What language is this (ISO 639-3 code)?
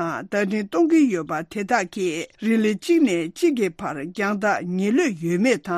bod